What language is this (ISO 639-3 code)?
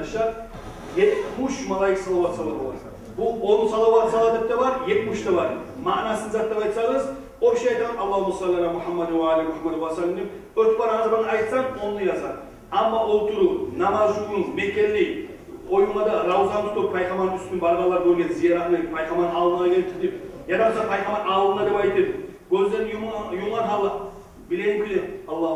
kum